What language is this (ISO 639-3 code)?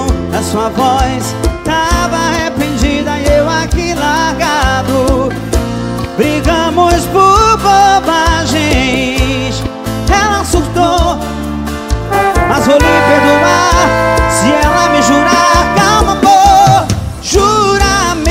por